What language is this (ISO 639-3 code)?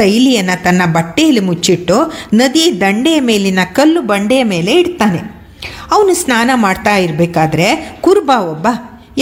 kan